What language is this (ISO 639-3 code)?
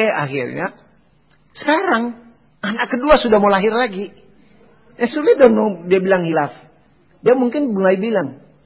ind